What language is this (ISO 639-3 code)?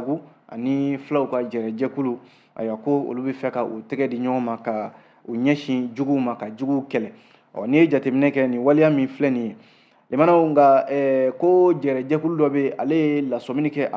bam